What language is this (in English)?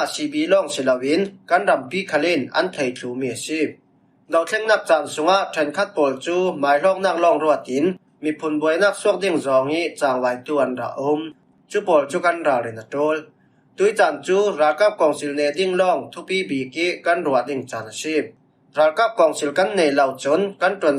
Falam Chin